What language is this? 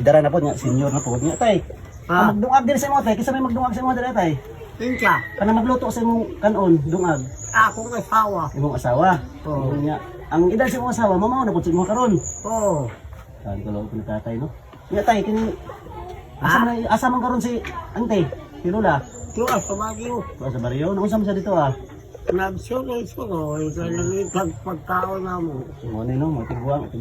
Cebuano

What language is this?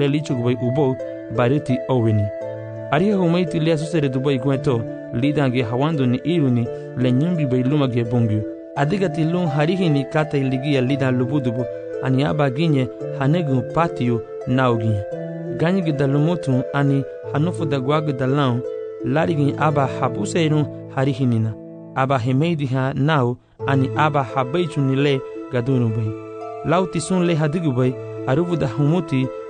Garifuna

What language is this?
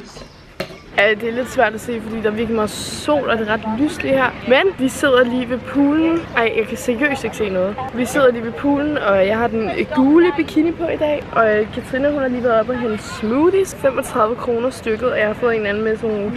Danish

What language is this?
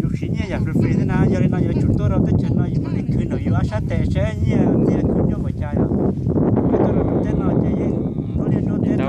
Hmong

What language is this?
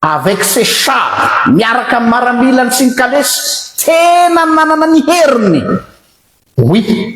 Malagasy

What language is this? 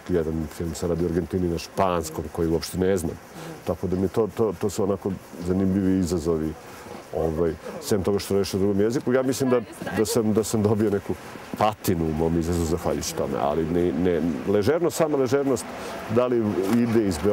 Serbian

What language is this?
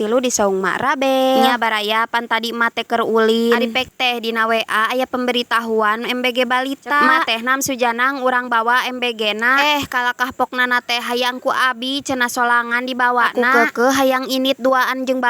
Sundanese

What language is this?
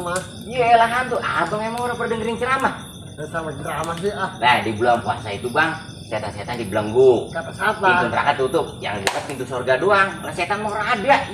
Betawi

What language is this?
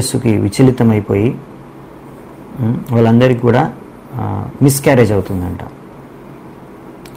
Telugu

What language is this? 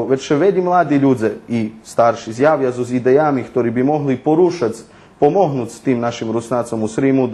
Rusyn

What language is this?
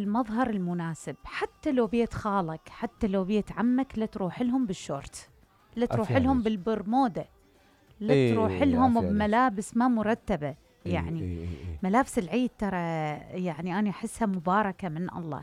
Mesopotamian Arabic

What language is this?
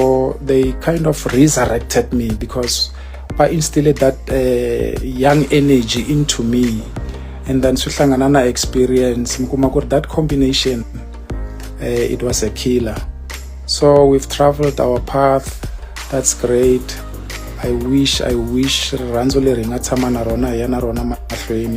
Tsonga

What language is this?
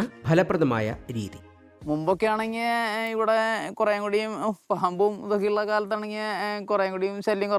Malayalam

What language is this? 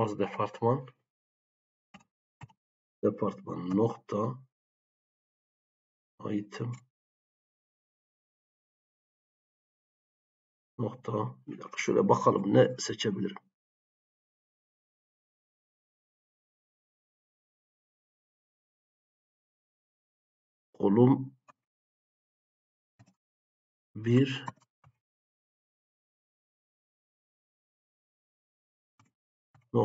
Turkish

